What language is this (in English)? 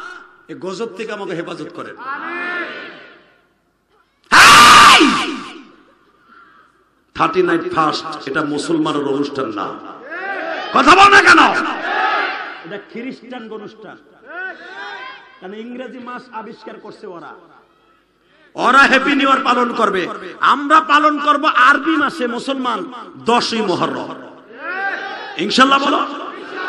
Bangla